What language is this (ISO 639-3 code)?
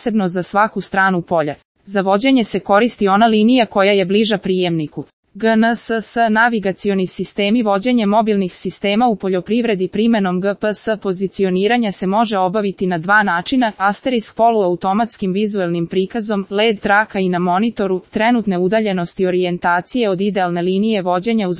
srp